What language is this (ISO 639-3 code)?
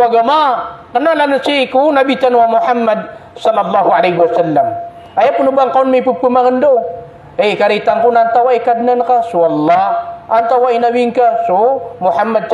mrw